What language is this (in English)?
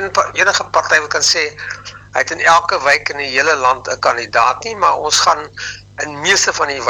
Afrikaans